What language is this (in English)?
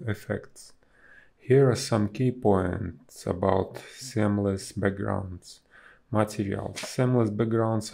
English